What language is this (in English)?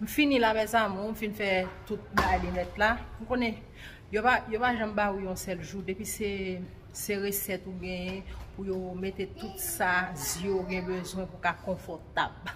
Haitian Creole